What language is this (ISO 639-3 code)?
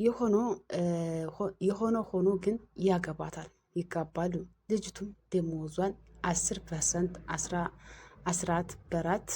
amh